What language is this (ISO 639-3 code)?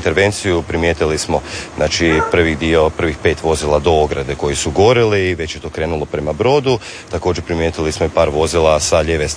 hrv